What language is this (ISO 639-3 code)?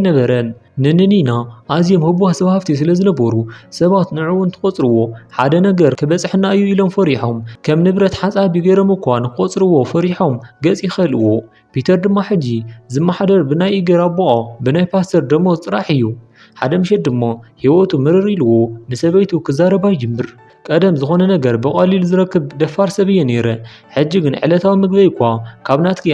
tir